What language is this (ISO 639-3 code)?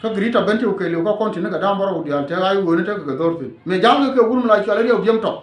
nus